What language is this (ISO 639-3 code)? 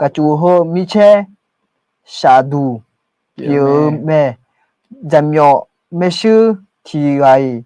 ahk